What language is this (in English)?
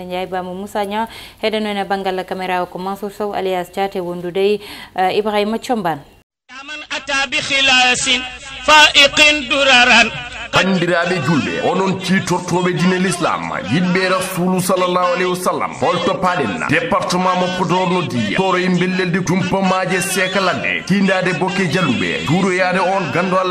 Fula